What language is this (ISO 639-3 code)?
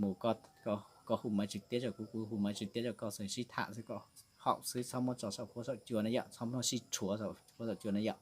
hmn